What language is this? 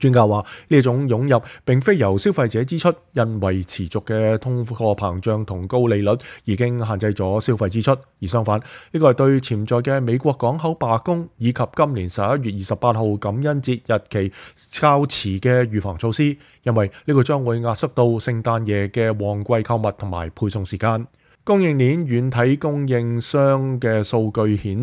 Cantonese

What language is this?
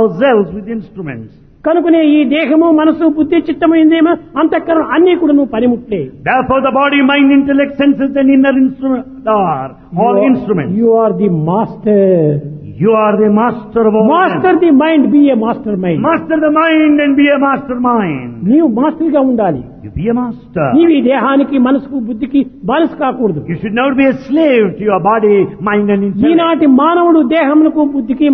Telugu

